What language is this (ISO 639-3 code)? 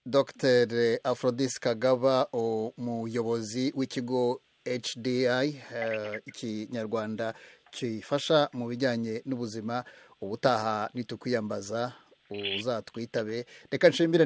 kin